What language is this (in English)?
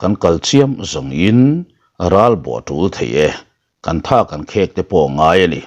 Mizo